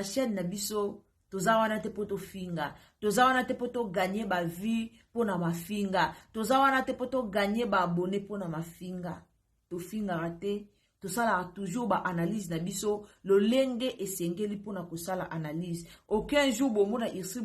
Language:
Lingala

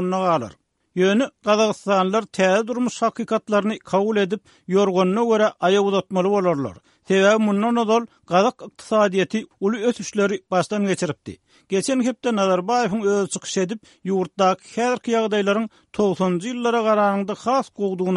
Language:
Turkmen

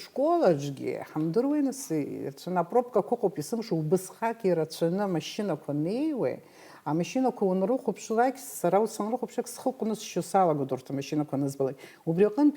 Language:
Abkhazian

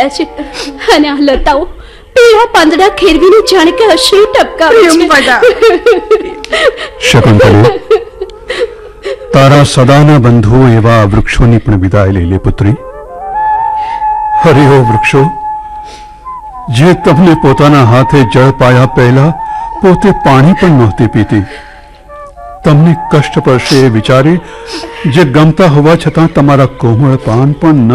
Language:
Gujarati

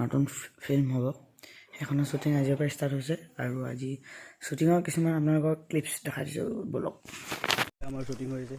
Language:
Assamese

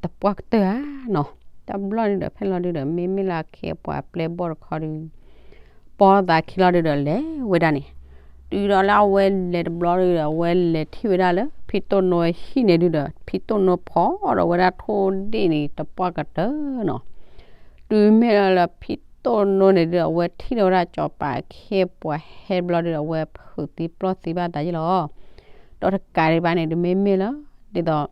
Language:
S'gaw Karen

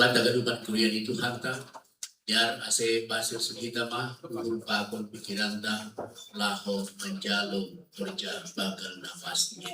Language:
Batak Simalungun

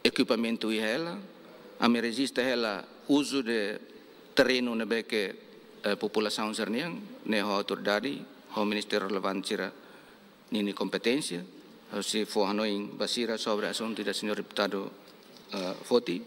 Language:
Tetum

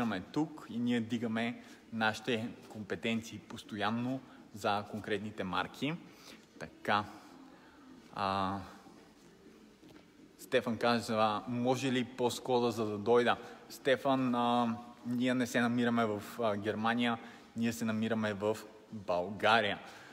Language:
Bulgarian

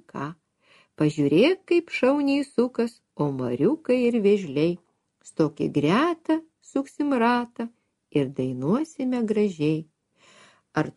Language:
Lithuanian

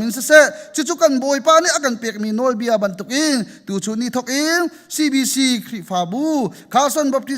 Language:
Hakha Chin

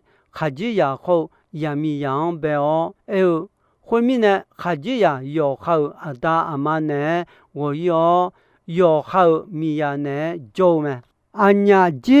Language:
Akha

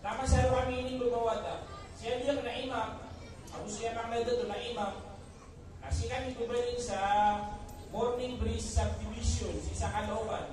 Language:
Maranao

